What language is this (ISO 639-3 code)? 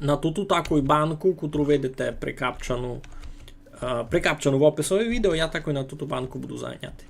rue